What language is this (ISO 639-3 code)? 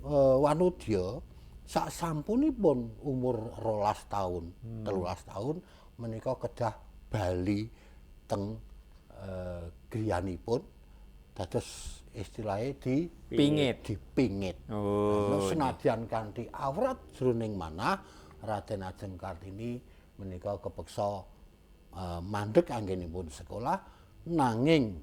jav